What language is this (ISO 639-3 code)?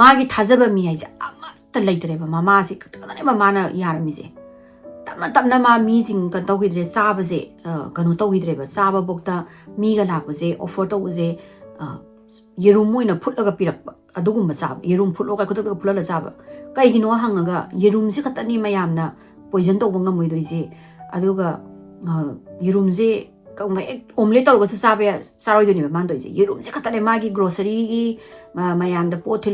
mni